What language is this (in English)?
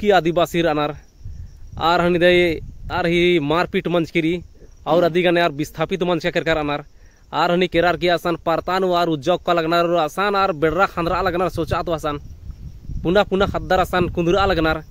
Kurukh